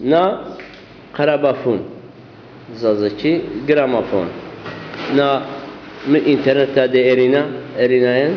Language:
Zaza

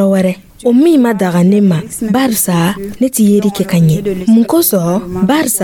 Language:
Dyula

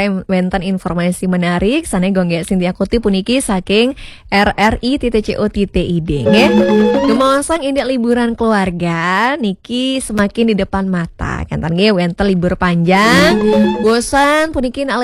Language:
Balinese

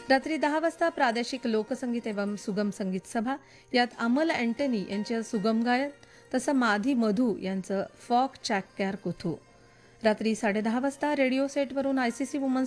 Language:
Marathi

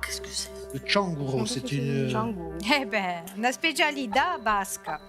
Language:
Corsican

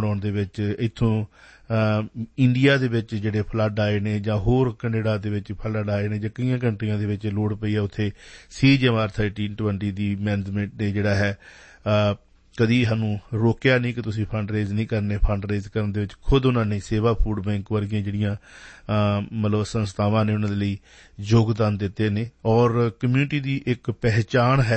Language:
Punjabi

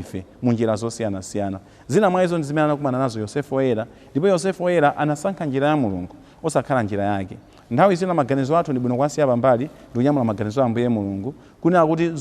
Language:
Nyanja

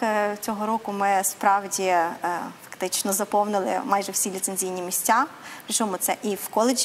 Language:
Ukrainian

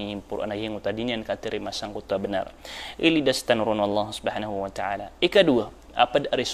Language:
Maranao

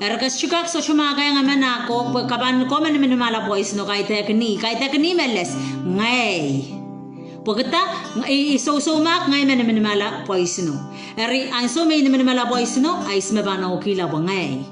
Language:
Pohnpeian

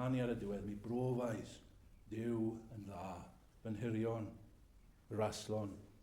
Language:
Welsh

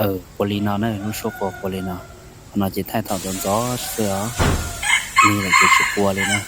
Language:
Hmong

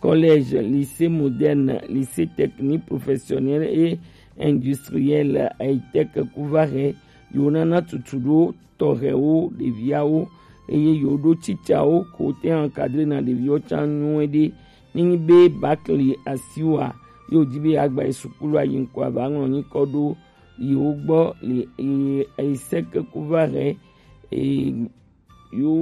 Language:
Gen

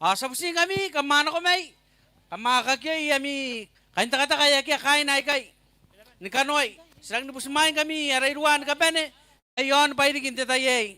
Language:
Gilbertese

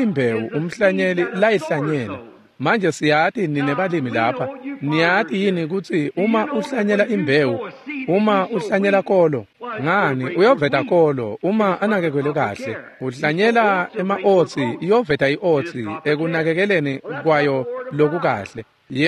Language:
Swati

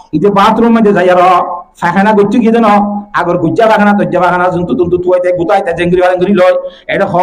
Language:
Rohingya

